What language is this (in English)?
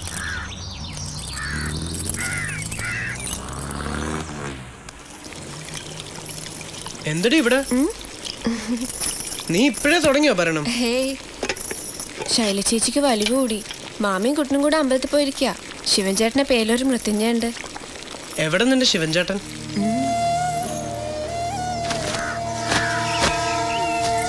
Malayalam